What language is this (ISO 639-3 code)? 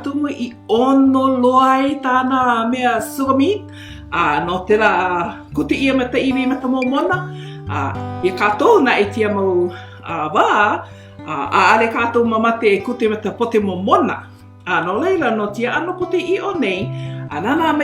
haw